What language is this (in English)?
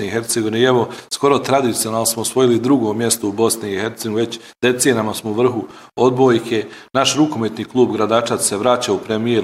Bosnian